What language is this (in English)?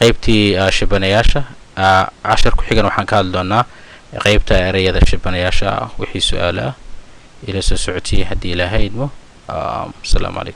Somali